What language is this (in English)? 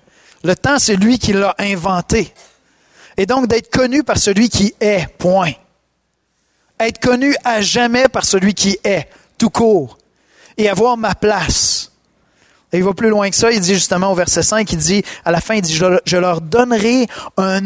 French